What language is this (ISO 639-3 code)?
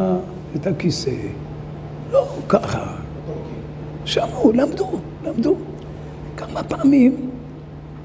heb